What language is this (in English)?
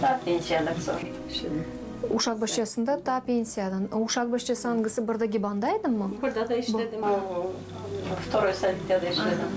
Gagauz